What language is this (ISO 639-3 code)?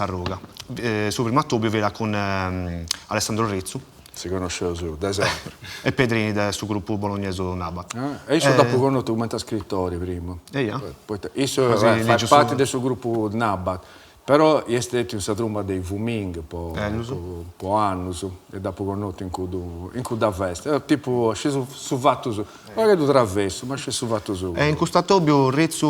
srd